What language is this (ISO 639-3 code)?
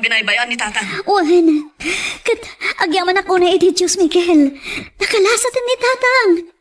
ilo